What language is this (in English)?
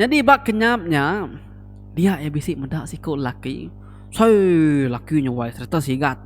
Iban